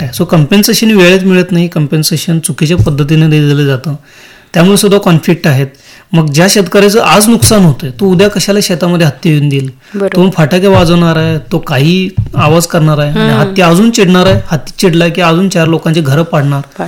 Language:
Marathi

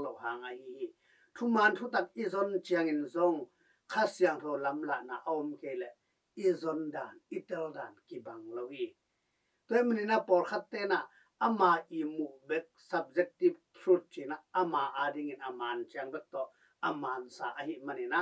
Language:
Tedim Chin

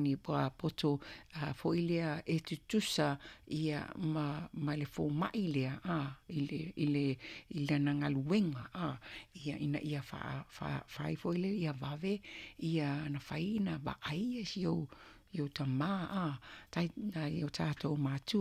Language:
Samoan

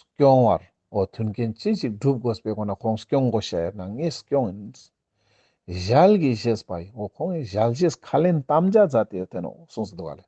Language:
Ladakhi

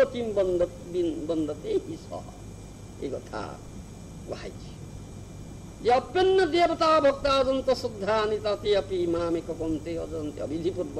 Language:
Odia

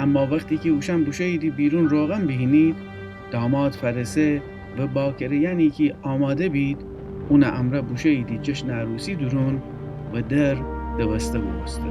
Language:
Gilaki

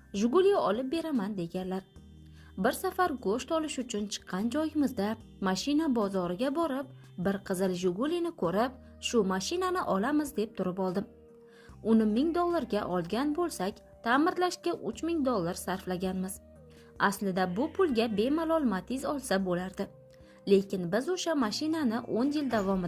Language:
Uzbek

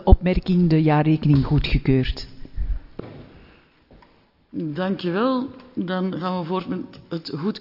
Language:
Dutch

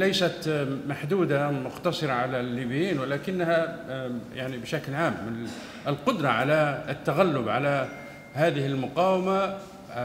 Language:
Libyan Arabic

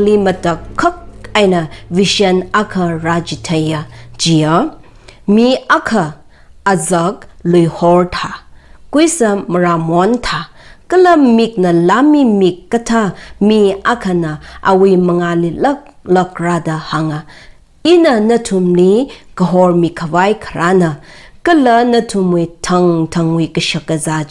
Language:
Tangkhul Naga (India)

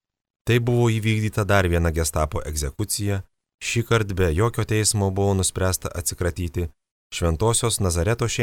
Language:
Lithuanian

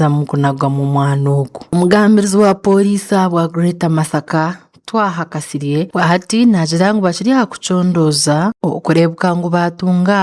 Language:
Nyankole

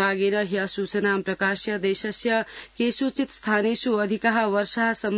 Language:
Sanskrit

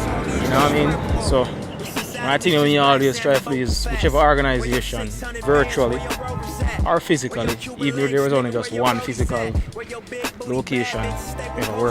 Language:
Jamaican Creole English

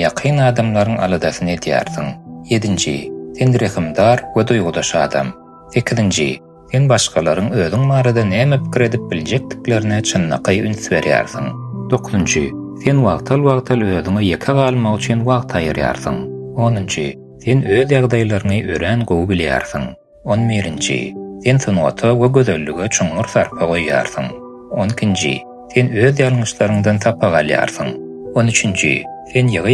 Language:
Turkmen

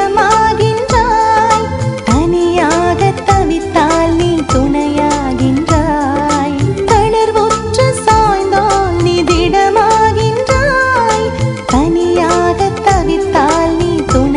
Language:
Tamil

